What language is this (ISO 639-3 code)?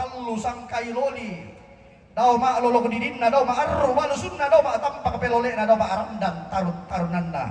sda